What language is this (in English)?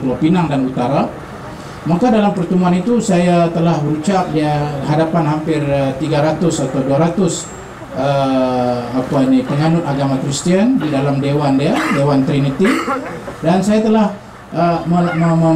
Malay